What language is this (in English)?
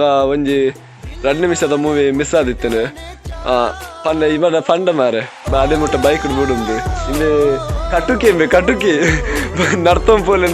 Tulu